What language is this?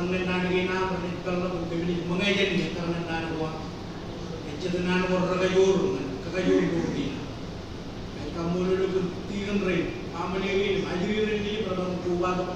Marshallese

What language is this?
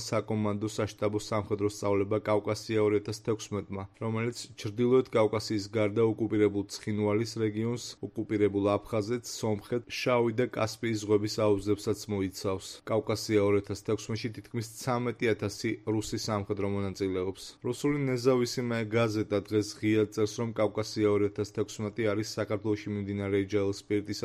Georgian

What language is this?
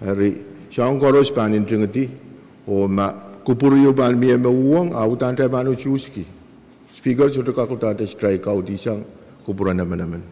Pohnpeian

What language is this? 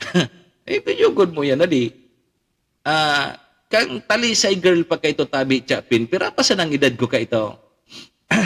Bikol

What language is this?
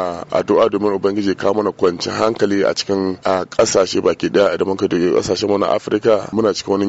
Hausa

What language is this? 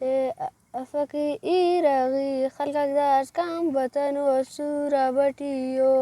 Brahui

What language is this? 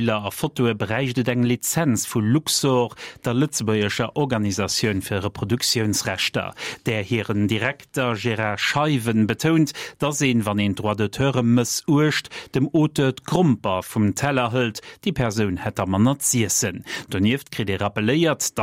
Luxembourgish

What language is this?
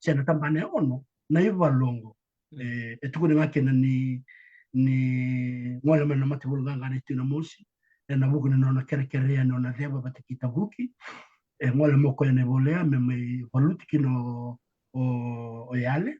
Fijian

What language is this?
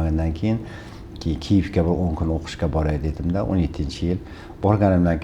Uzbek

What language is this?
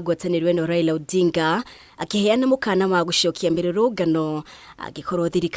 Kikuyu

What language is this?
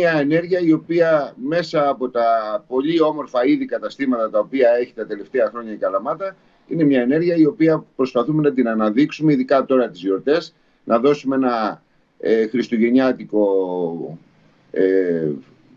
Greek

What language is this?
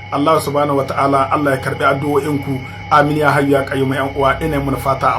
Hausa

